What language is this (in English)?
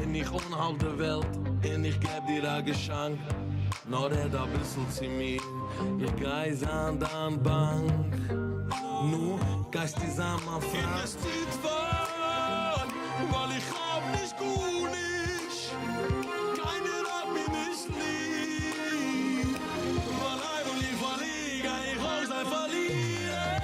Yiddish